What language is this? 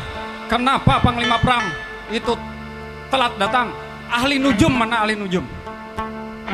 Banjar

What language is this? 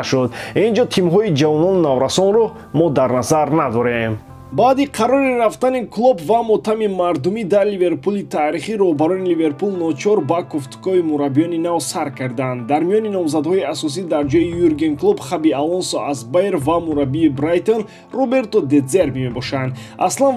Tajik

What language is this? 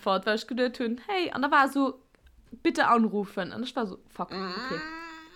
Luxembourgish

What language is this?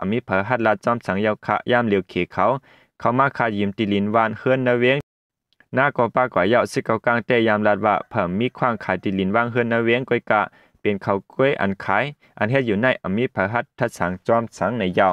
Shan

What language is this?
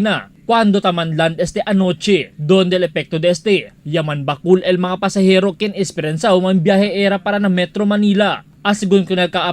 Chavacano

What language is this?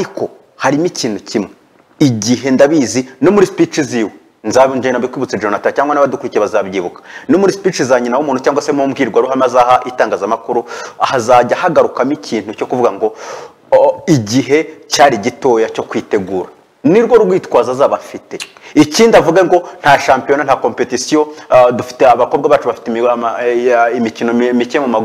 Kinyarwanda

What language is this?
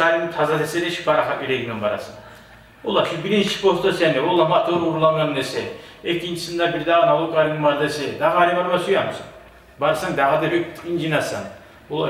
Kumyk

